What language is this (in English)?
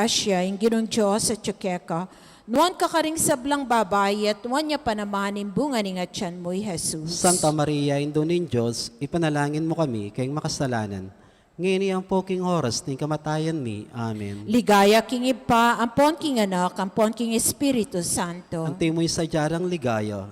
Pampanga